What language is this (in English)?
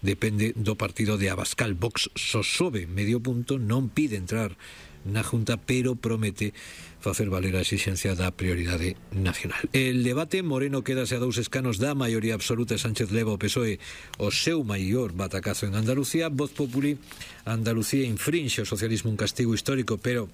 Galician